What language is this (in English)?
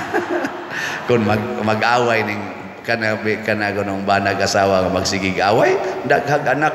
Cebuano